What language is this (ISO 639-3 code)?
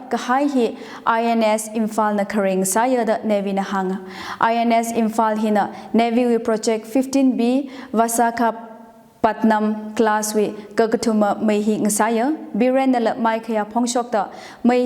nmf